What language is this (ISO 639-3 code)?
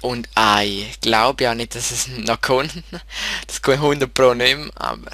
gsw